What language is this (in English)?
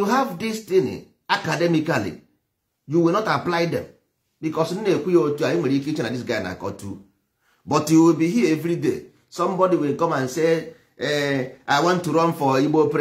Igbo